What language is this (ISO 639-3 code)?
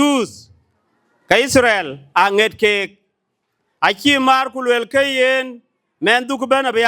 din